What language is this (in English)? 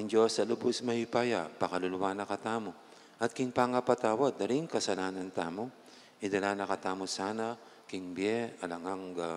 Pampanga